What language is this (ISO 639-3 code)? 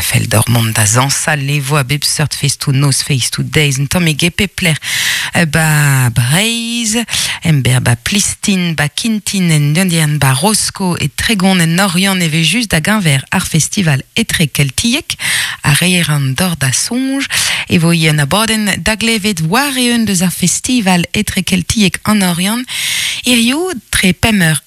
bre